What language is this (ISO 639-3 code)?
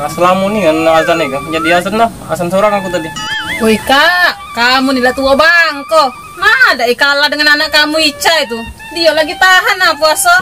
mui